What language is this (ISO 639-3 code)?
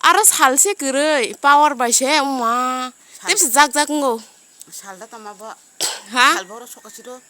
trp